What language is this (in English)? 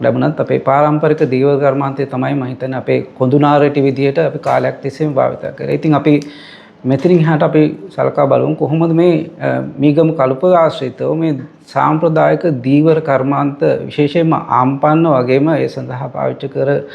Sinhala